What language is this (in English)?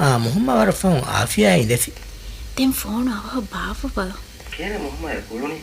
Divehi